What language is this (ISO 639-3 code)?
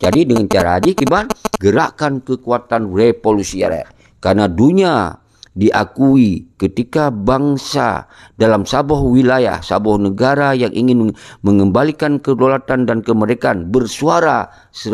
ace